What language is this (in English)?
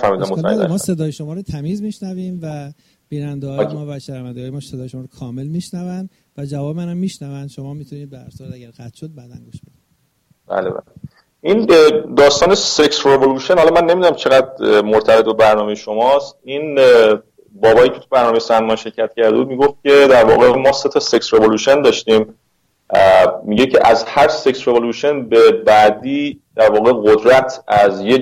Persian